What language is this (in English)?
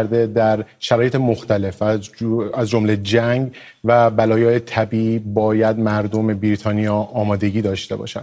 Persian